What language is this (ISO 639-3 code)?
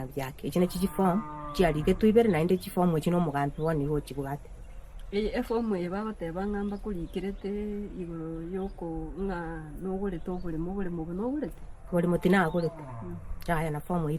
guz